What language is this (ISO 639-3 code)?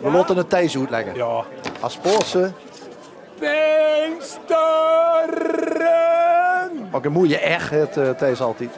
lim